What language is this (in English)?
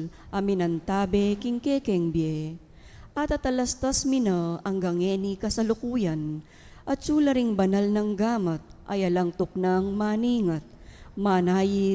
Pampanga